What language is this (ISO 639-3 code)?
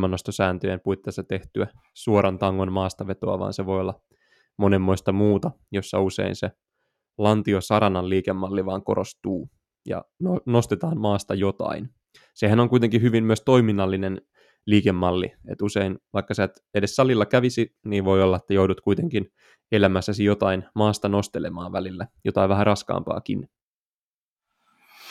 fin